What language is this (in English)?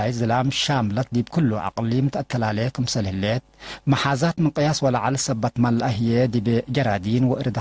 Tigre